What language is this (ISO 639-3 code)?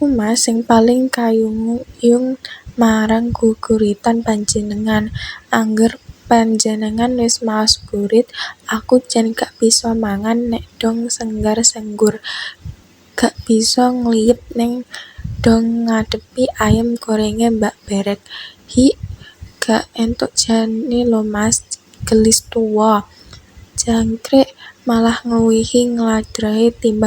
jav